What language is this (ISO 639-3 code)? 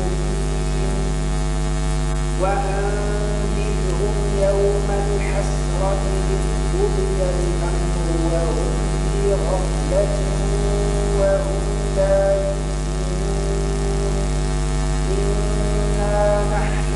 ara